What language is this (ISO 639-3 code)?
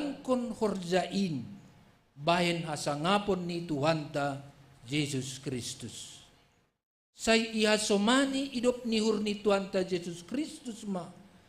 bts